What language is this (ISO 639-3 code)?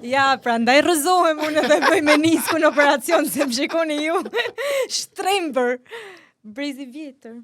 sqi